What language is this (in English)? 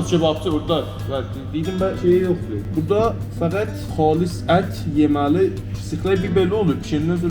South Azerbaijani